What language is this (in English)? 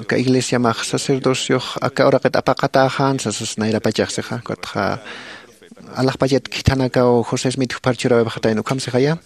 Aymara